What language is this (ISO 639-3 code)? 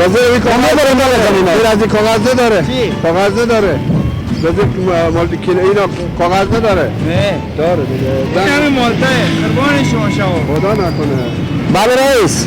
fas